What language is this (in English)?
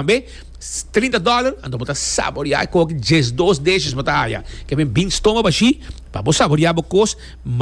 Papiamento